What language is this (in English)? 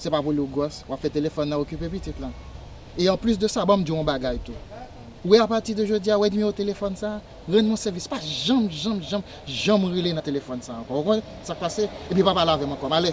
Haitian Creole